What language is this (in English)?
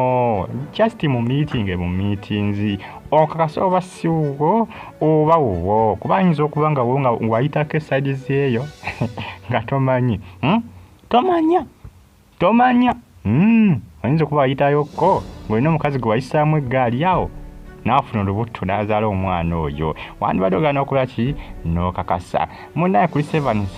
Ganda